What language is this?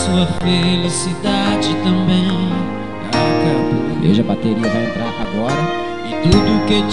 Portuguese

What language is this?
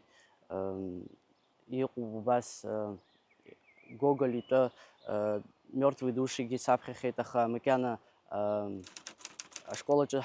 Abkhazian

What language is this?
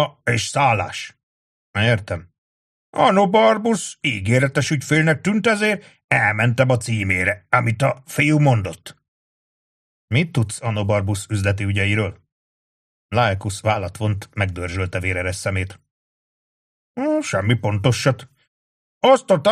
Hungarian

